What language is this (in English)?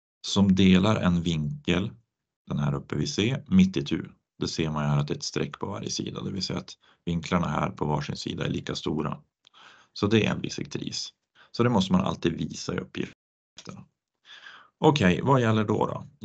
Swedish